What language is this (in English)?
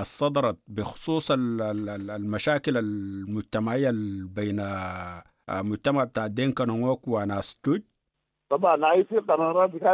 Sudanese Arabic